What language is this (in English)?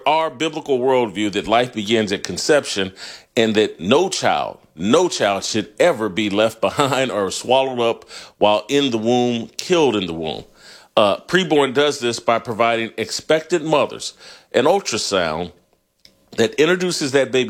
English